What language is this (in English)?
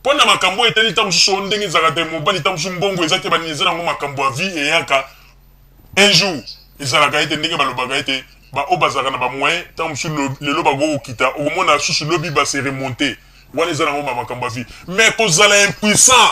Lingala